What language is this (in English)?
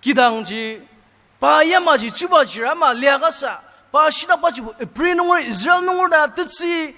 Ao Naga